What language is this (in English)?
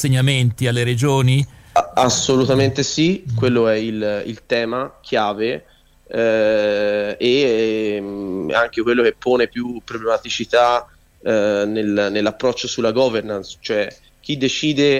Italian